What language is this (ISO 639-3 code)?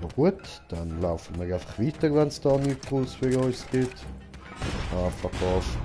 gsw